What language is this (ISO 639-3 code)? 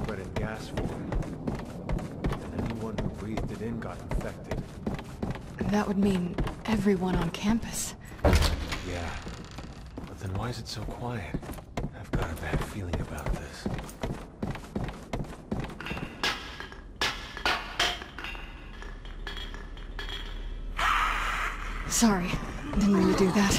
eng